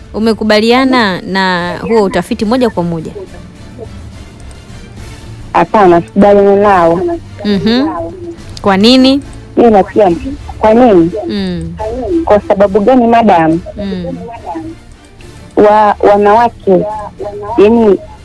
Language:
Swahili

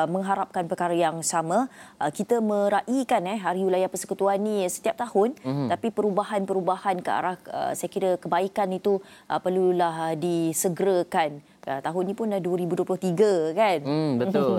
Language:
Malay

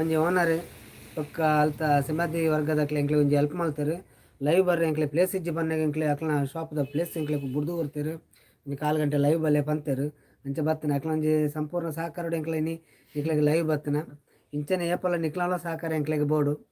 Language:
Tulu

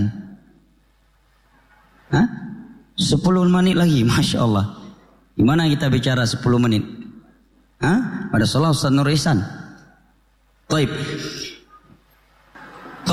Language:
Indonesian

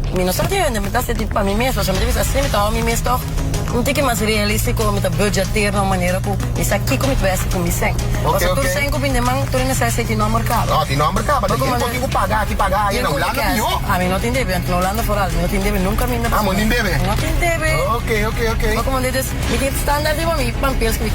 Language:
Papiamento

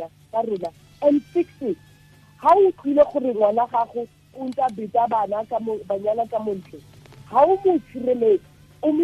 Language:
Tswana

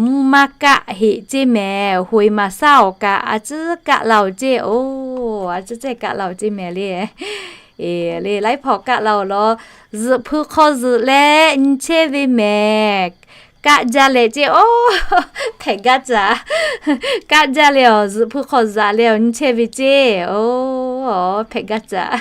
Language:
Lahu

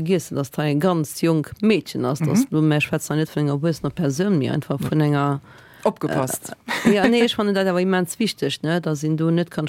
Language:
Luxembourgish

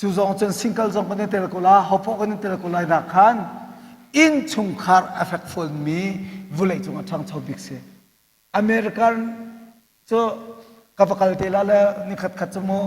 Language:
Hakha Chin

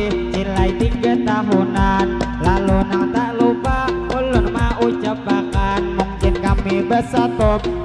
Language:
Banjar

